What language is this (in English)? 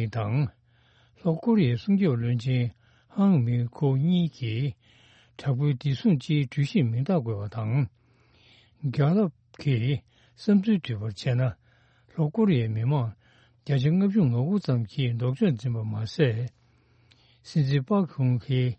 Tibetan